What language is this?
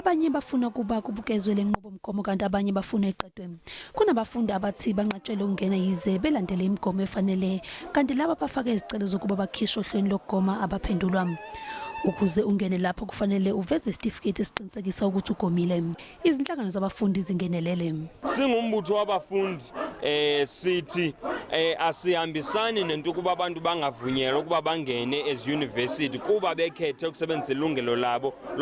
Zulu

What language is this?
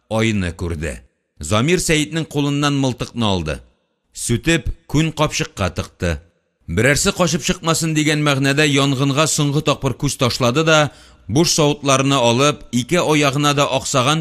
Tatar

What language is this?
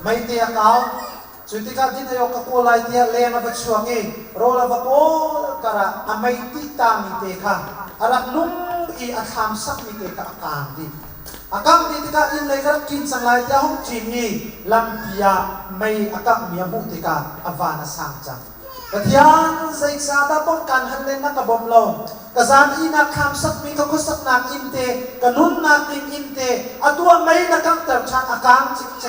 Hakha Chin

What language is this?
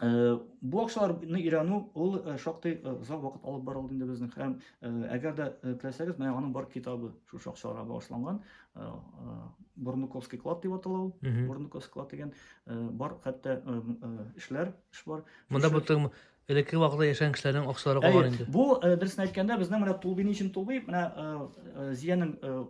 Tatar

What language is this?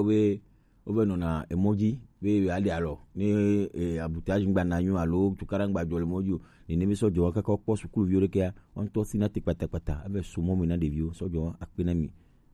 Gen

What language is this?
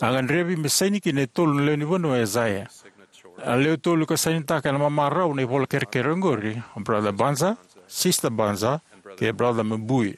Fijian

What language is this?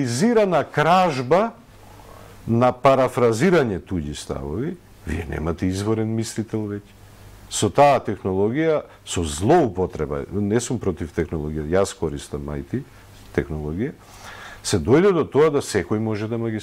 Macedonian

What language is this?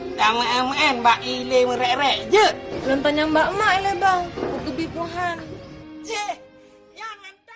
Achinese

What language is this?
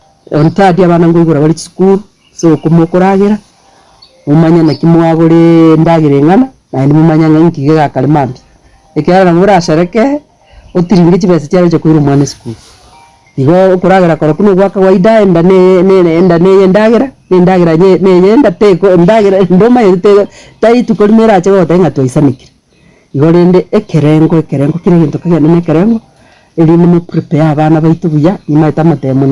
Gusii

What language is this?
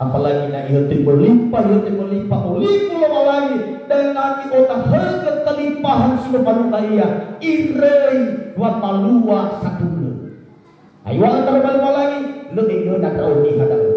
Nias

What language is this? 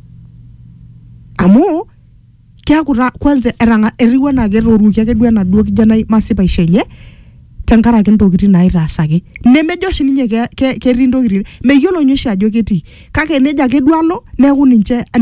Masai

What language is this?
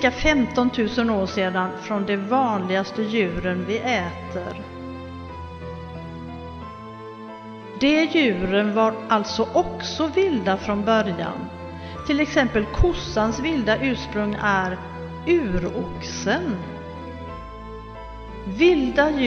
Swedish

